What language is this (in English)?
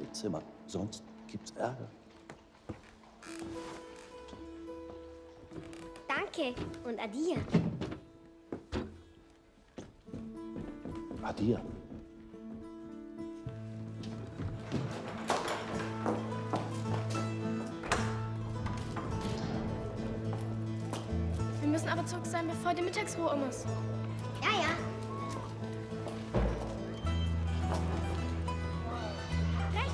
German